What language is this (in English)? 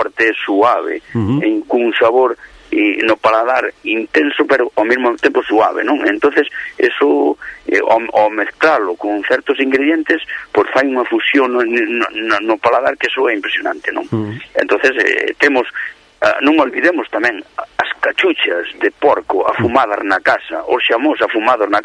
Galician